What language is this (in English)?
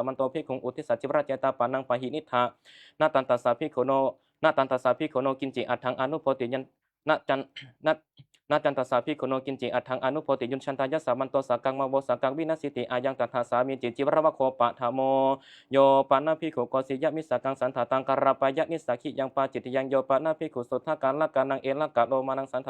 Pali